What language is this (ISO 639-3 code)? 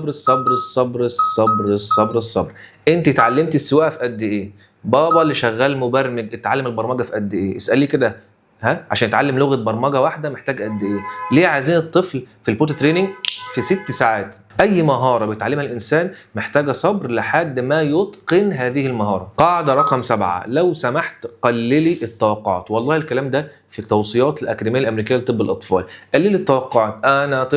arz